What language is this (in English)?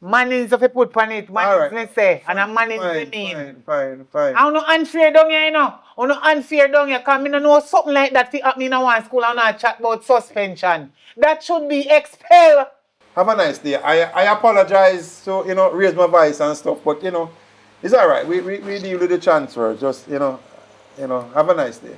Jamaican Creole English